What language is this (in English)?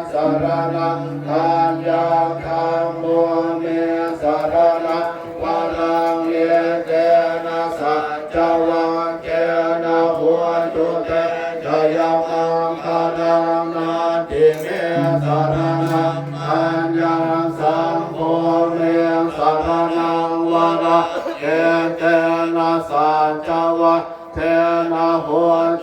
Pali